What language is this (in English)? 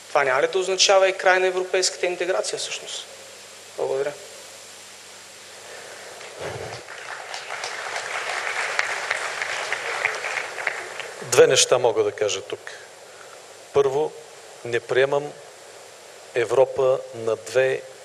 Bulgarian